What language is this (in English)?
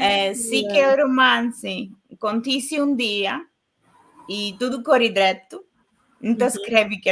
Kabuverdianu